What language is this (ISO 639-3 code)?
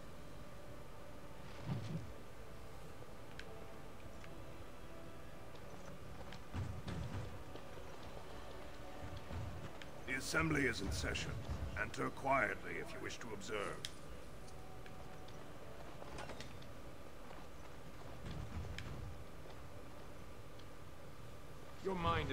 eng